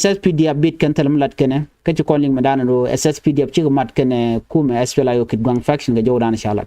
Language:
Nuer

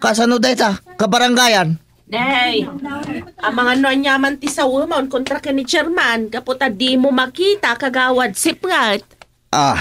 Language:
Iloko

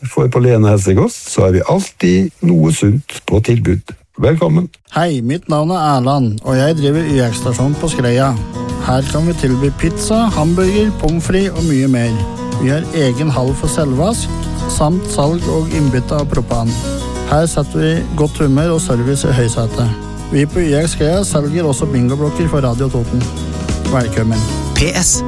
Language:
Norwegian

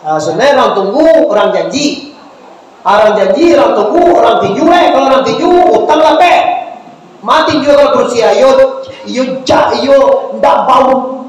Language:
Minangkabau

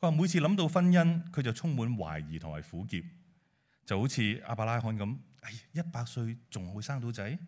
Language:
Cantonese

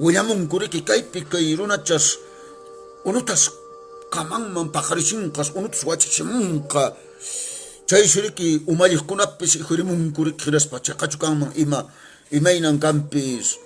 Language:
Quechua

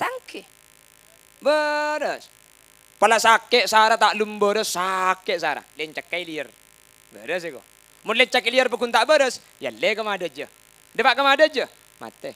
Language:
Madurese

